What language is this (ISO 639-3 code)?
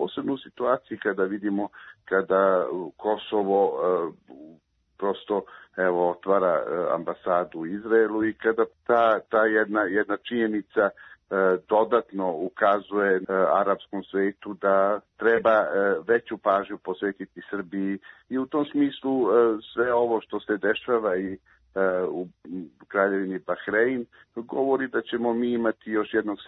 srp